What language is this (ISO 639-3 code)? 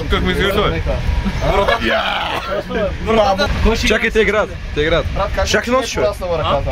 bul